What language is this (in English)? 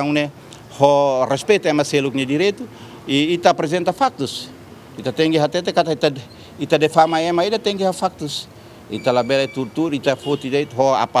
Tetum